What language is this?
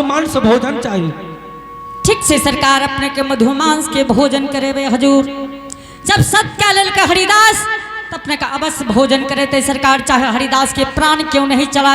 Angika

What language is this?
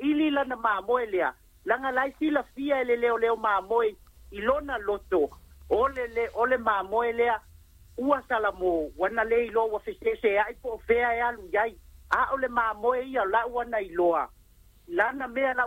Samoan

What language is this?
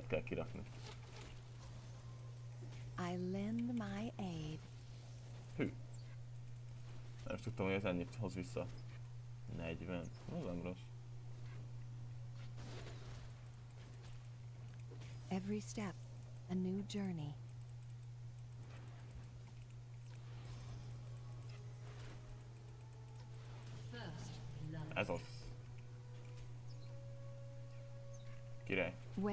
Hungarian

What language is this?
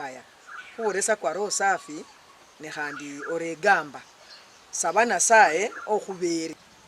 Luyia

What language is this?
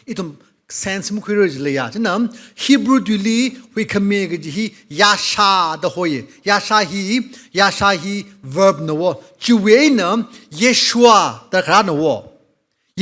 Tangkhul Naga (India)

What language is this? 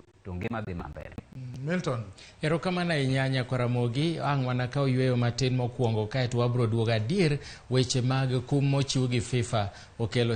Luo (Kenya and Tanzania)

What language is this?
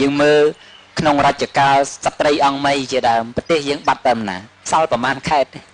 Khmer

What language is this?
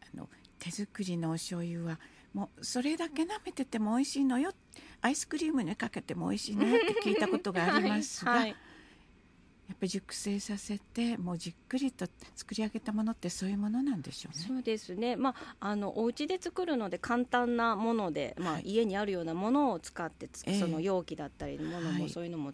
Japanese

